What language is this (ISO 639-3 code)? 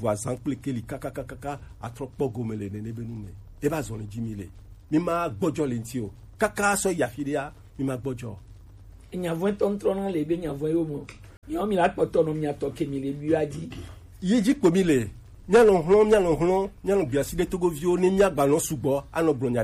gej